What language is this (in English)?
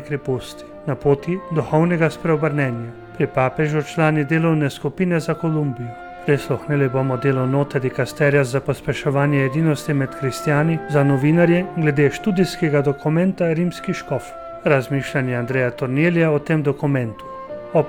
Slovenian